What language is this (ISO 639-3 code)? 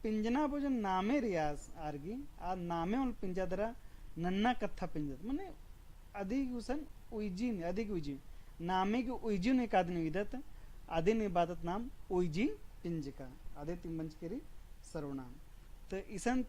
kru